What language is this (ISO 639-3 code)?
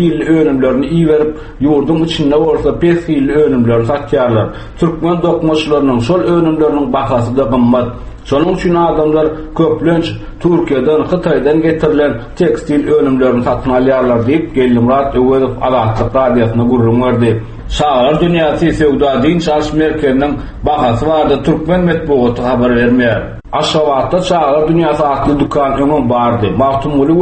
tuk